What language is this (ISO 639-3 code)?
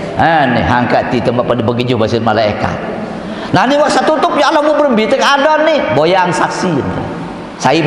sas